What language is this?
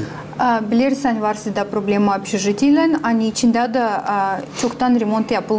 Gagauz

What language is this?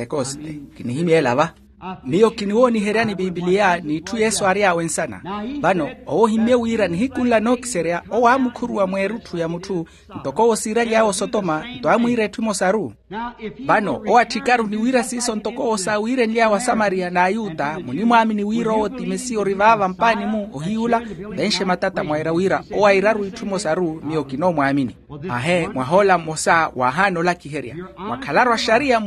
Makhuwa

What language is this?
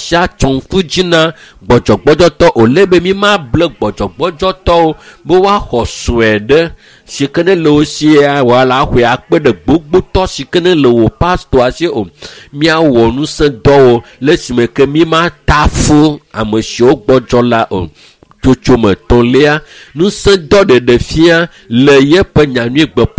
Ewe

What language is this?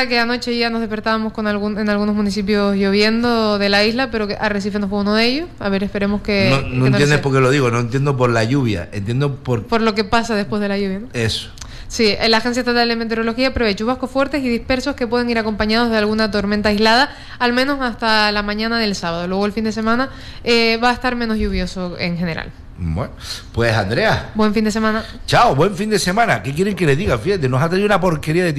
Spanish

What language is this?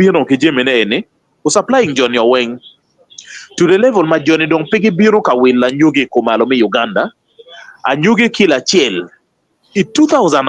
Acoli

